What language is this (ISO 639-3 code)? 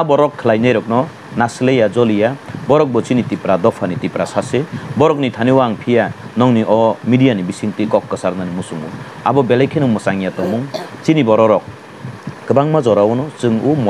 trp